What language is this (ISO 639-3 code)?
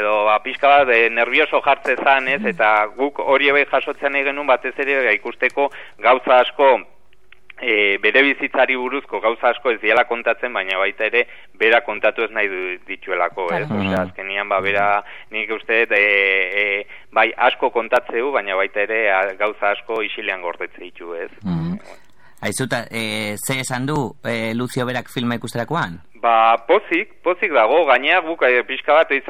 eus